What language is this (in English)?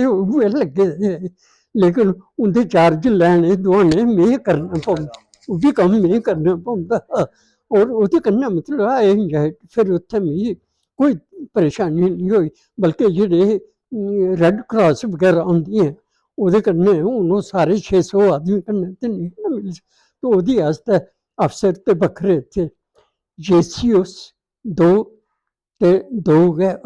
Dogri